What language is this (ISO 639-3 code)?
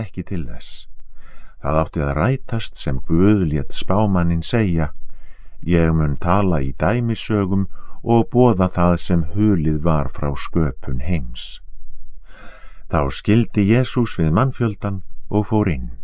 isl